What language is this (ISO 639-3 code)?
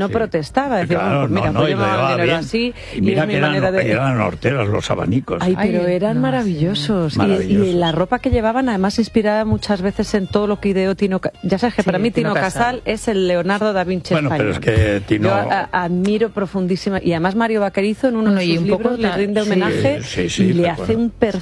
spa